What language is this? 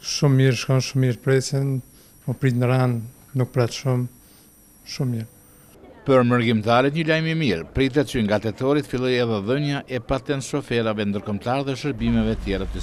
Albanian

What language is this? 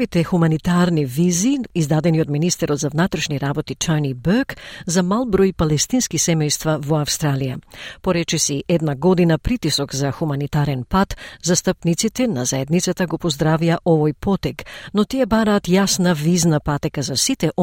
Macedonian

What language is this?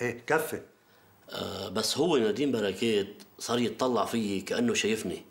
North Levantine Arabic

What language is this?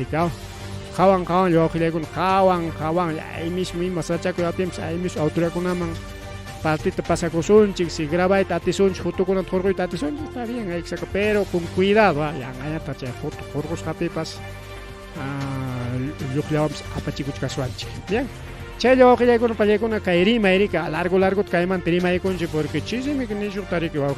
Ayacucho Quechua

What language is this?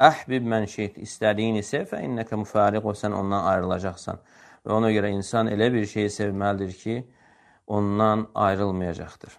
Azerbaijani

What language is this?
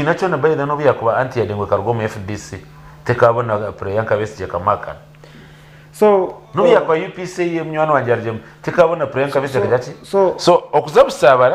Nyankole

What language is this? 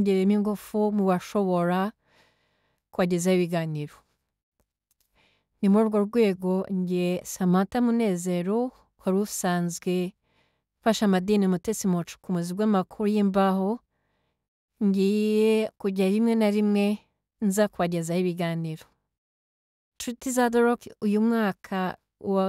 Kinyarwanda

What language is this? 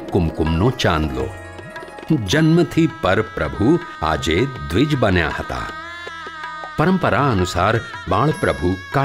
Gujarati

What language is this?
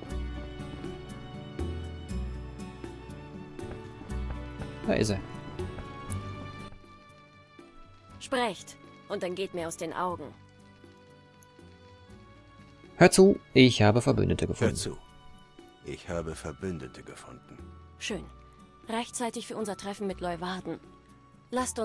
German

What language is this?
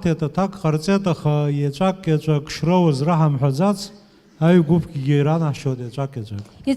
Abkhazian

